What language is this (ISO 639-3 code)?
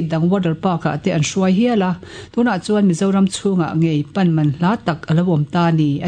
lus